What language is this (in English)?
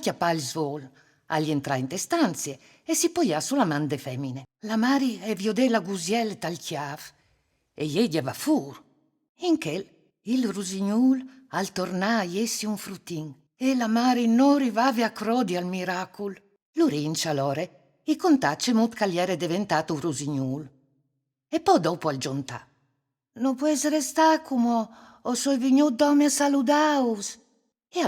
Friulian